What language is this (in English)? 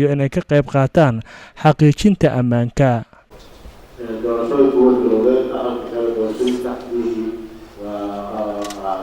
Somali